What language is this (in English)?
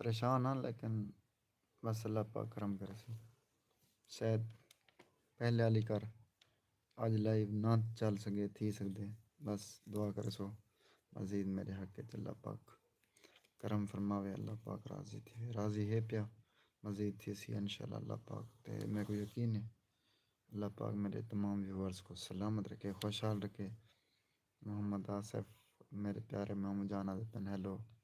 Saraiki